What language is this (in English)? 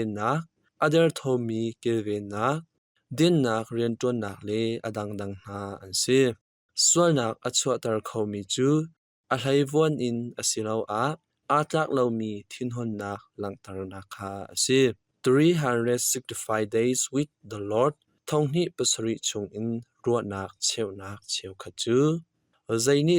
Hakha Chin